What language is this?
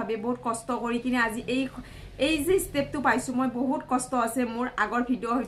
Assamese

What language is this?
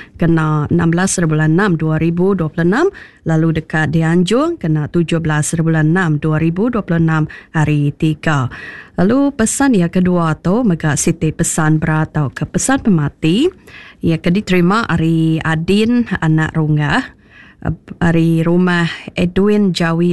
Iban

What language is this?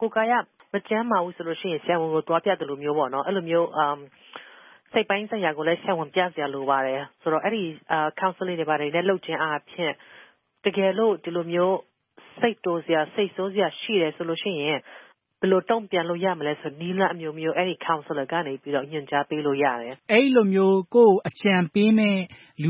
Burmese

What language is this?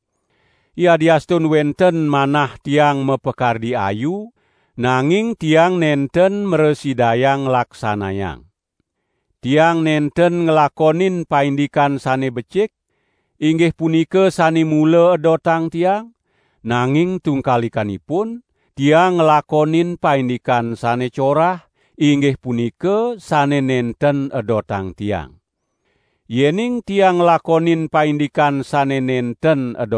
Balinese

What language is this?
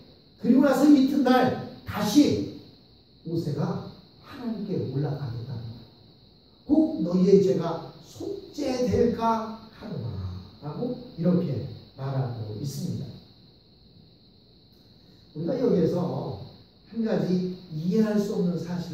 Korean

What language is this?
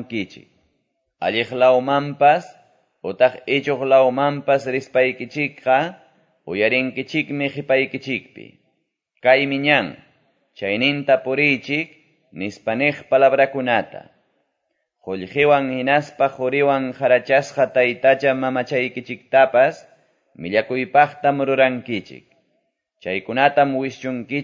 Quechua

